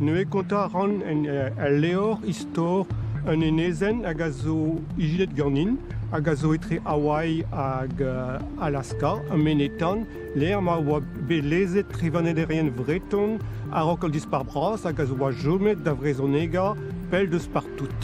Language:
Breton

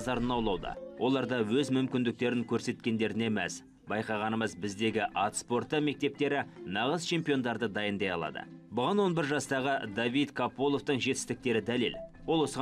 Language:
Kazakh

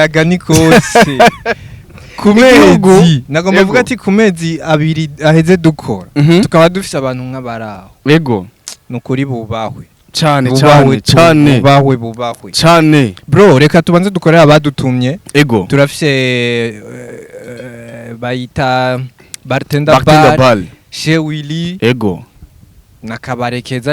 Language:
Rundi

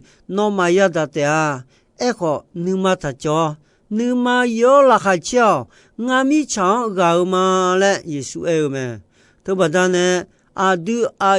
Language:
Akha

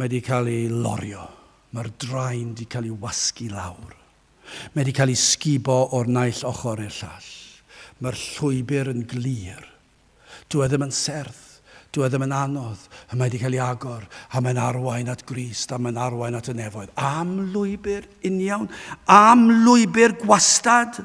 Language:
Welsh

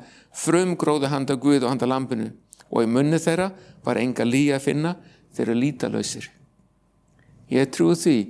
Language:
Icelandic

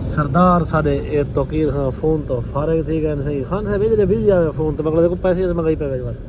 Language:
Saraiki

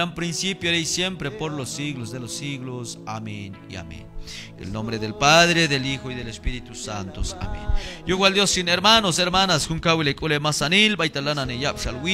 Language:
Q'anjob'al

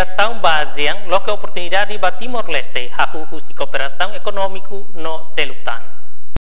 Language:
Tetum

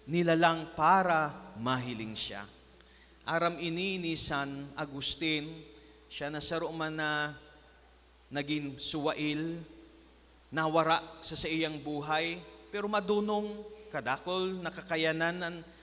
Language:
Bikol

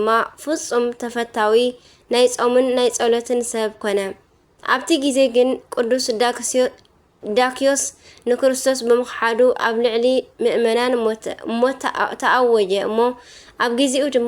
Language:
Tigrinya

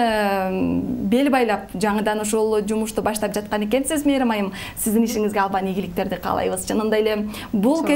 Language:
Kyrgyz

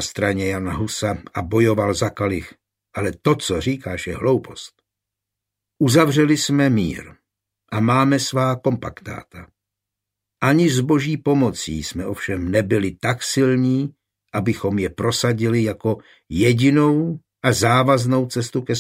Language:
Czech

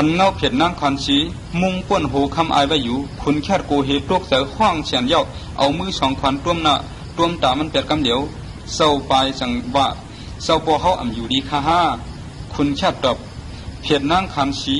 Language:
Shan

